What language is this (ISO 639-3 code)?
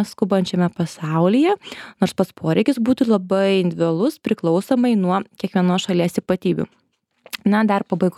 lit